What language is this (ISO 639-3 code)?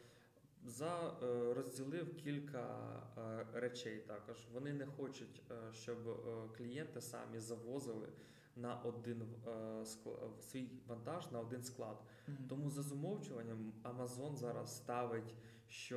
ukr